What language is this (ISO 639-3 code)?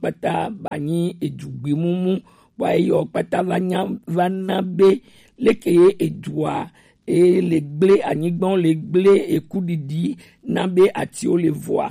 gej